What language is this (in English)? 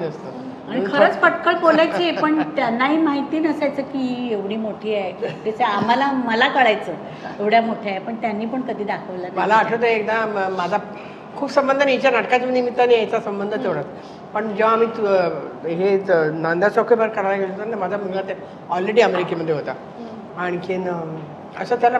Marathi